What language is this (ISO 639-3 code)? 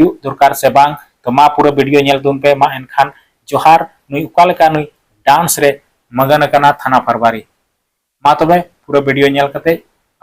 sat